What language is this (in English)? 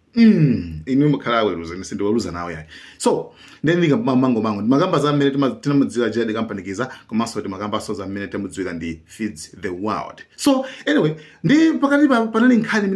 Nyanja